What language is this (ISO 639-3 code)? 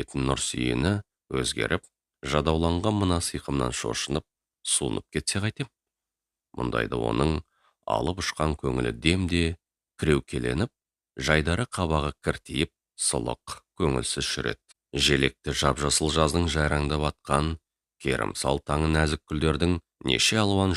kaz